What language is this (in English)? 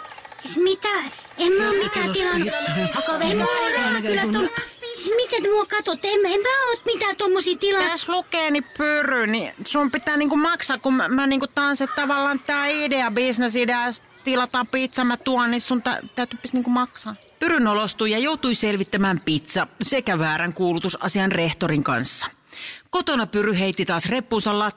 Finnish